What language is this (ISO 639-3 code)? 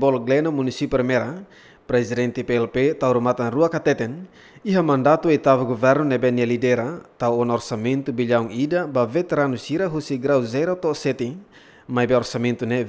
tet